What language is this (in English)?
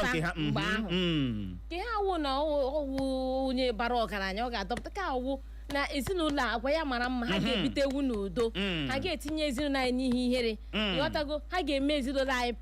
Igbo